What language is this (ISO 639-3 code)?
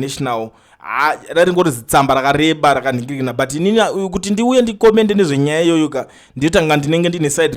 sna